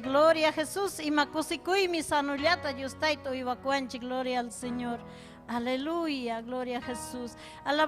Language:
Ayacucho Quechua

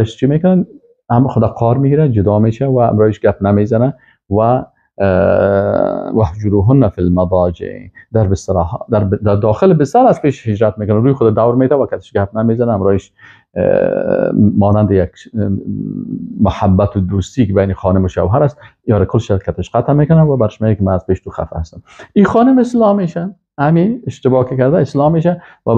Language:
Persian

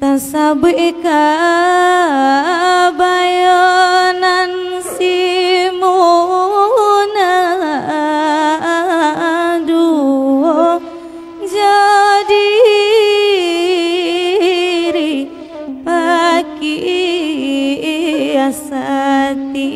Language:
Minangkabau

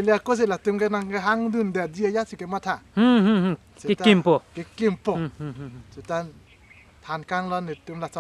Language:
Karbi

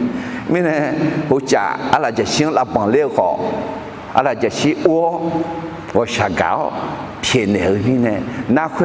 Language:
Akha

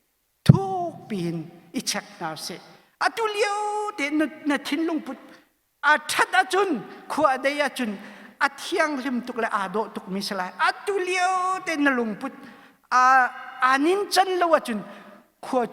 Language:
Hakha Chin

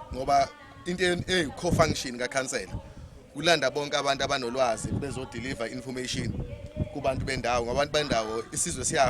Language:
Zulu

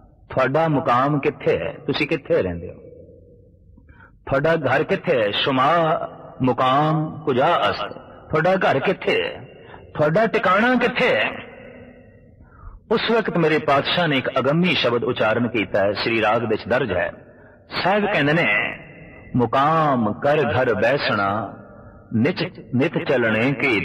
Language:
Punjabi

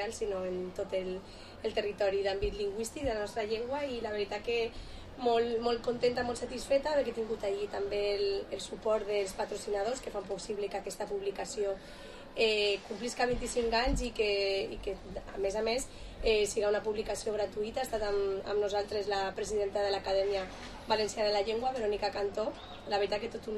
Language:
Catalan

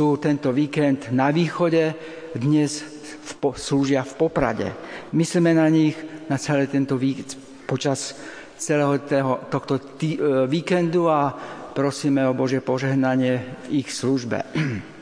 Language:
Slovak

